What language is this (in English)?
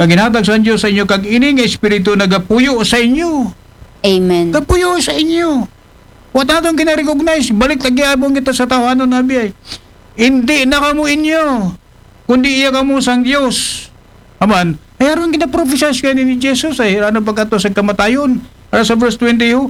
Aklanon